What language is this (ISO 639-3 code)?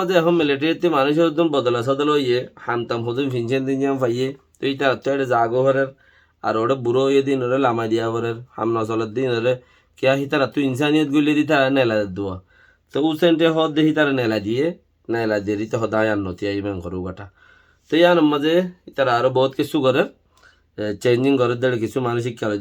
rhg